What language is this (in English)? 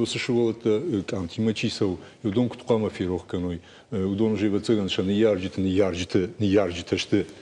Ossetic